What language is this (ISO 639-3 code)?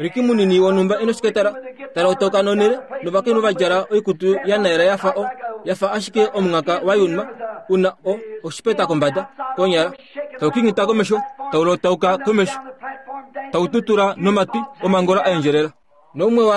kua